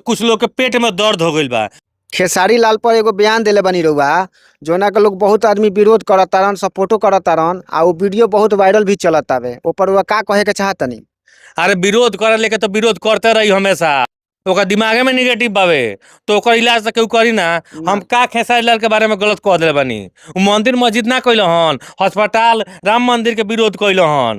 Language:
Bhojpuri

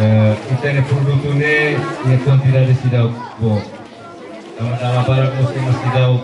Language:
Tetum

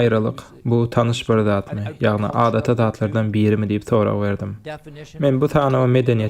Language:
Turkmen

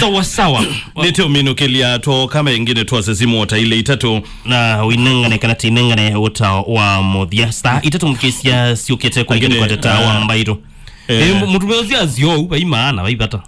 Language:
Kamba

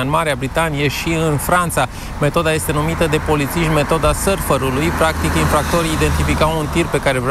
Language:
Romanian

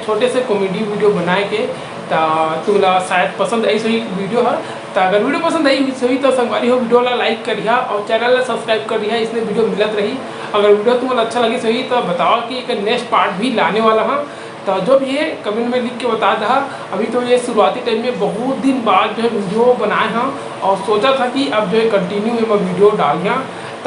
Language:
Chhattisgarhi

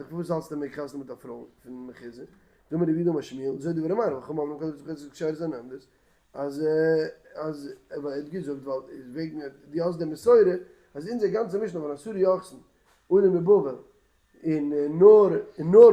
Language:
Yiddish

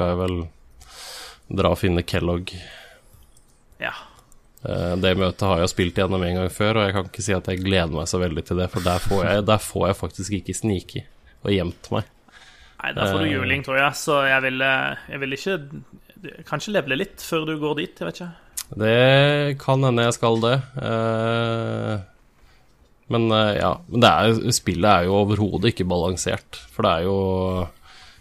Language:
Norwegian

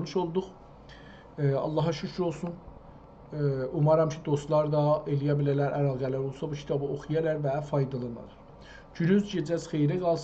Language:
South Azerbaijani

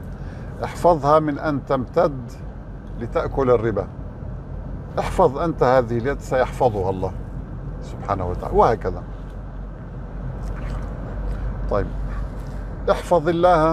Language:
Arabic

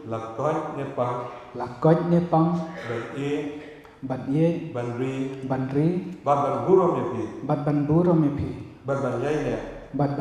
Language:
Khasi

